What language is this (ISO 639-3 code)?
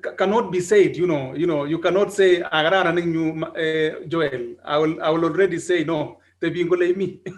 kln